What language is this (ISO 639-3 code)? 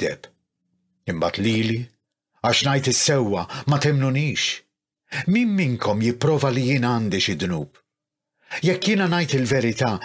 mlt